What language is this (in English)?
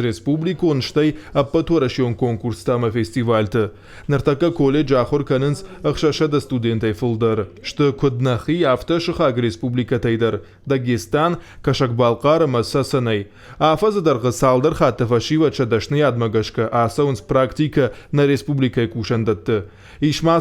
Ossetic